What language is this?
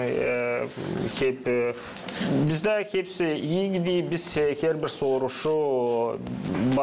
Gagauz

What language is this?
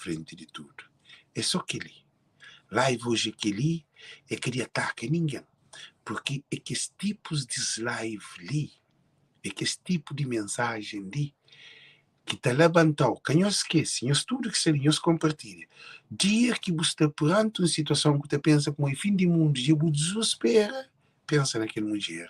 Kabuverdianu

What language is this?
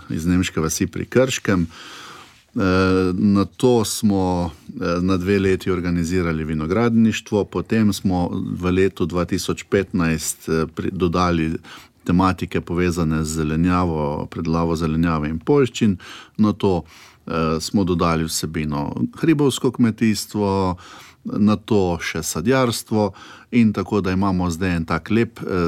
Slovenian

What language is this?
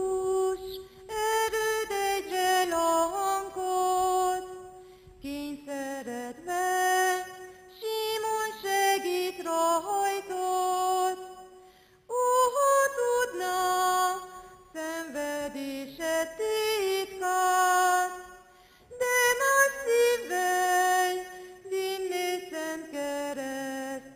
Hungarian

